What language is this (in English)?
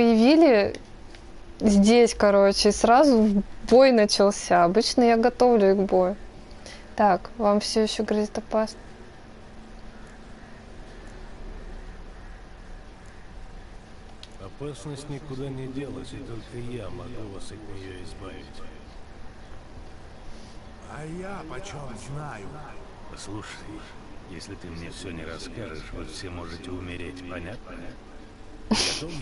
Russian